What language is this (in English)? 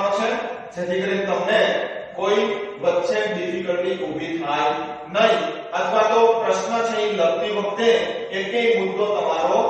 Gujarati